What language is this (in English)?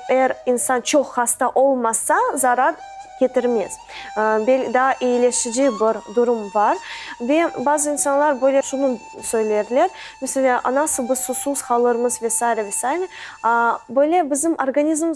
Crimean Tatar